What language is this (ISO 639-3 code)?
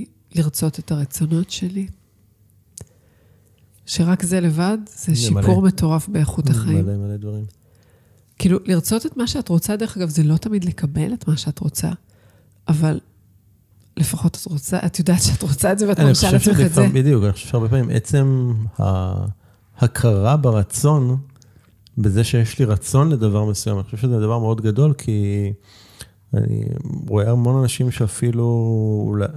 heb